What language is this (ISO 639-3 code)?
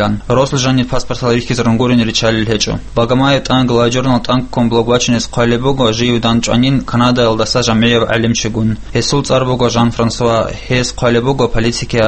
ava